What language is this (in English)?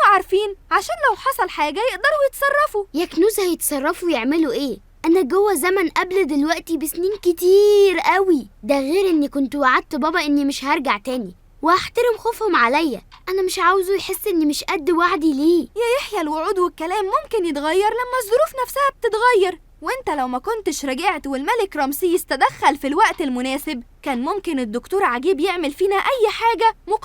Egyptian Arabic